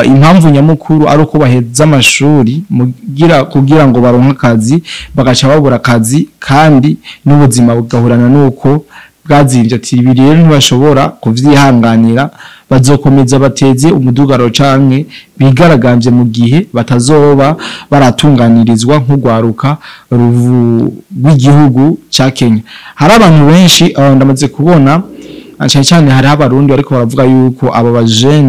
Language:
Rundi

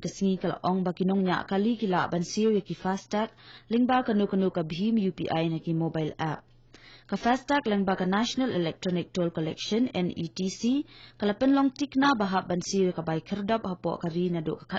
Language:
Khasi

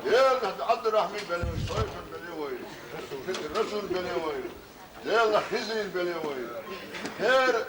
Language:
Chechen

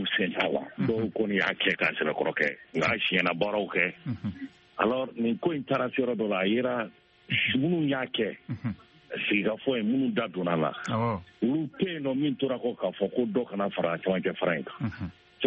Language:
Bambara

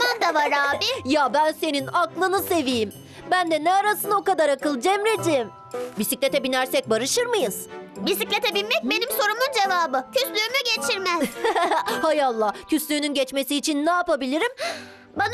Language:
Turkish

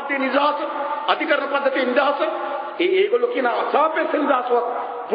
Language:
Sinhala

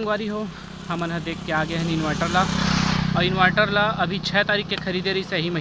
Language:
Chhattisgarhi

